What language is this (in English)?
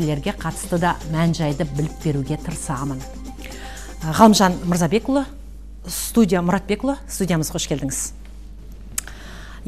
Kazakh